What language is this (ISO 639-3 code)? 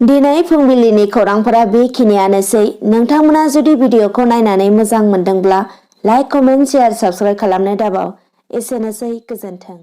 brx